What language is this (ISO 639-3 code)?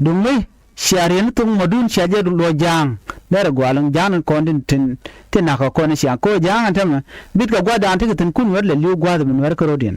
nus